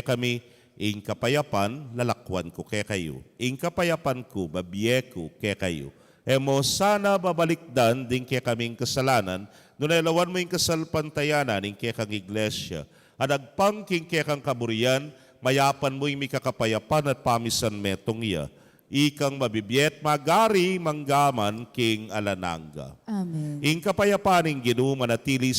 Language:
Pampanga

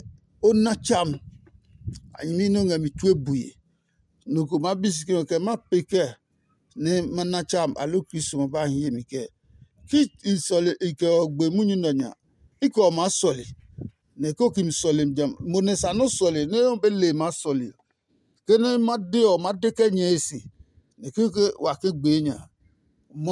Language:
Adangme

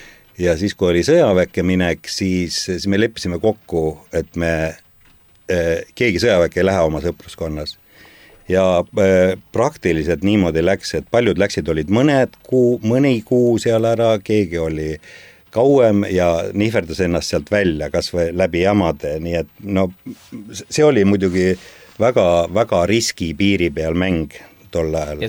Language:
Estonian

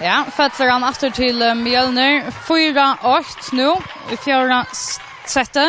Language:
Faroese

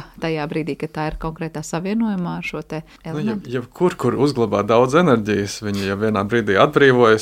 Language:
Latvian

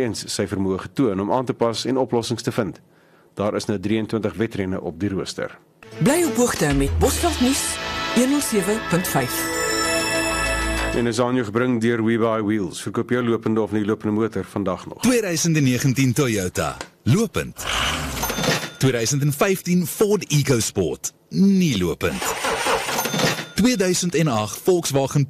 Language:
Afrikaans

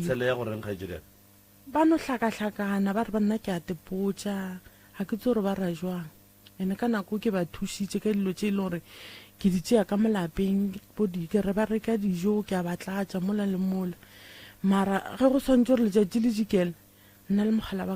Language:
Northern Sotho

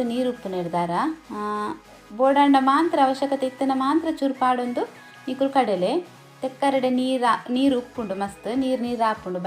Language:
Tulu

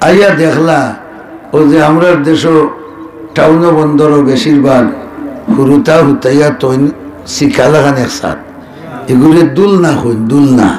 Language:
Sylheti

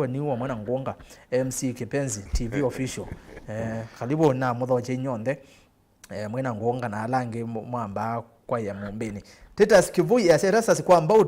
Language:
Kamba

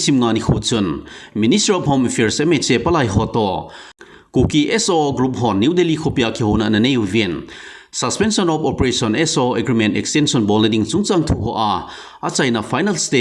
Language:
Thado Chin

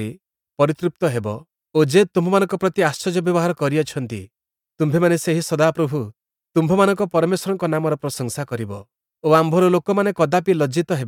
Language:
Odia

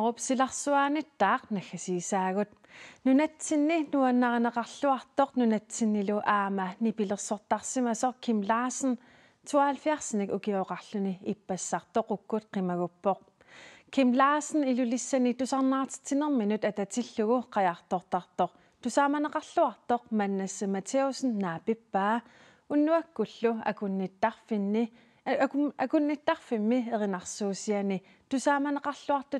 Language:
Kalaallisut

